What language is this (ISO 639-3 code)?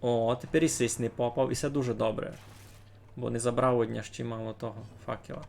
rue